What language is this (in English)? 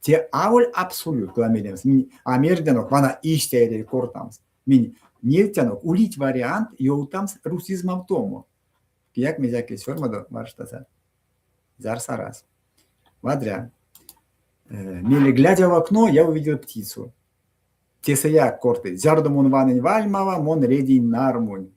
Erzya